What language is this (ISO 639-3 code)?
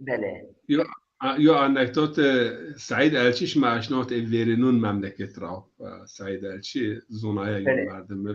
zza